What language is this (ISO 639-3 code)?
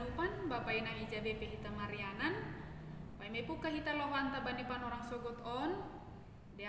bts